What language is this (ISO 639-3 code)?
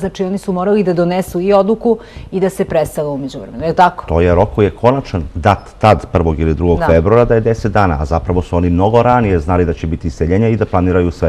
srp